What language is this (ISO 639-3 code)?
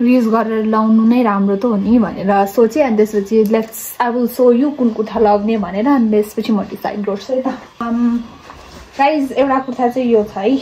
nep